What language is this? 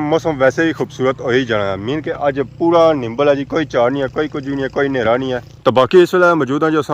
Pahari-Potwari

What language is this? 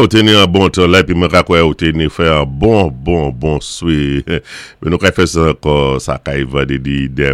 Saint Lucian Creole French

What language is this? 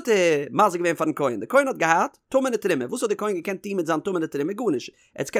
Yiddish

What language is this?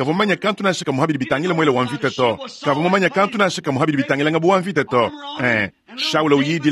Luba-Lulua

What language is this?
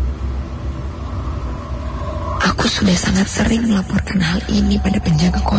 Indonesian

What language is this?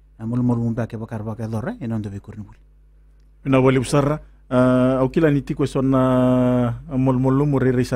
Fijian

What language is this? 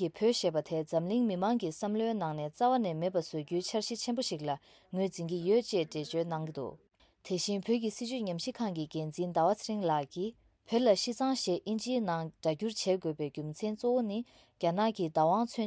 Tibetan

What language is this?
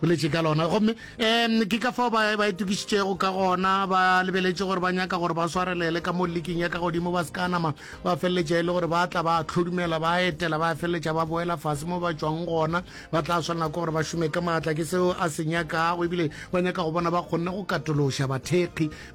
Northern Sotho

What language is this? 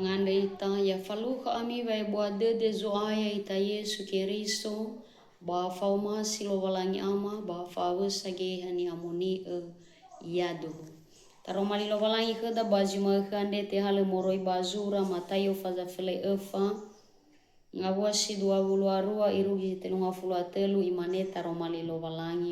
Nias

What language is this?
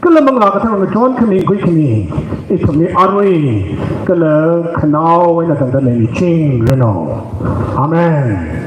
Tangkhul Naga (India)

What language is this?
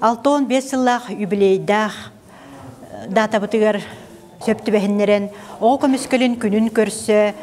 Yakut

